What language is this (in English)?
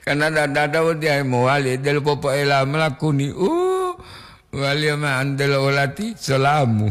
Gorontalo